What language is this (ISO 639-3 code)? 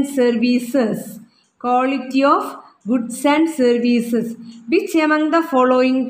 mal